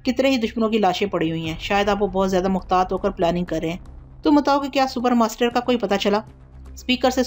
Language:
Urdu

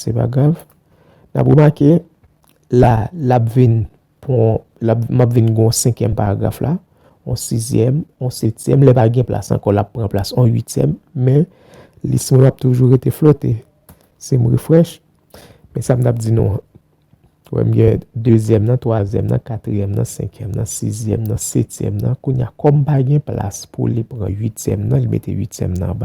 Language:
Haitian Creole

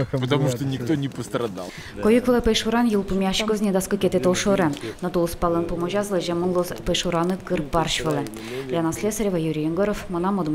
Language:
Udmurt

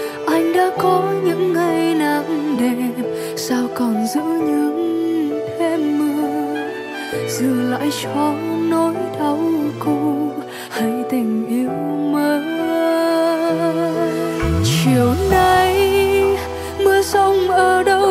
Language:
Vietnamese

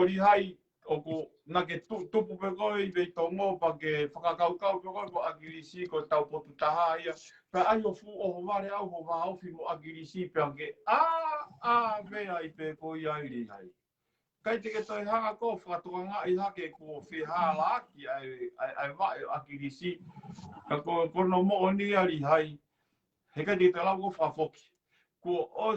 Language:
Tongan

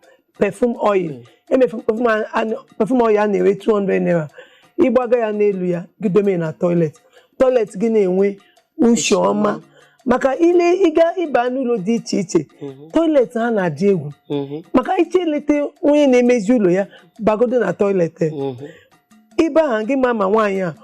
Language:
Igbo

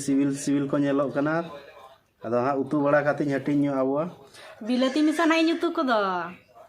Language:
Santali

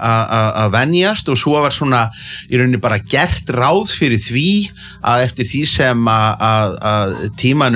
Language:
Icelandic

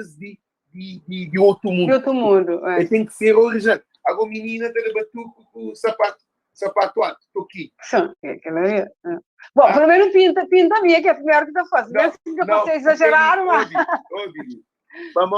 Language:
Kabuverdianu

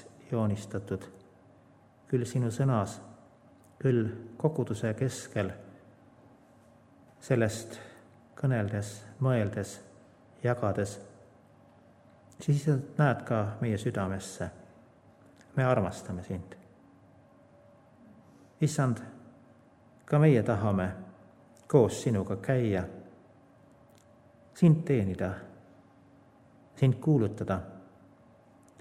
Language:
Estonian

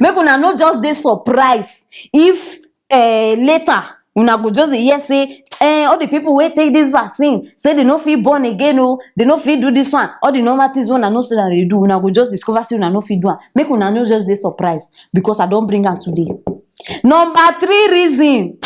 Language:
Nigerian Pidgin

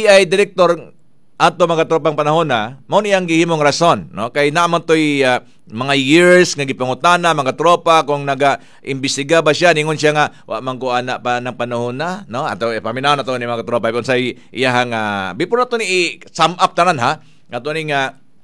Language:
Cebuano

